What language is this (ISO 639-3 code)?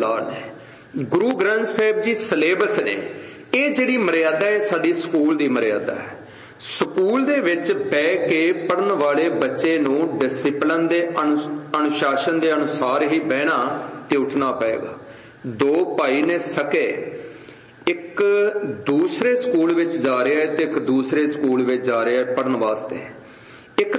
pan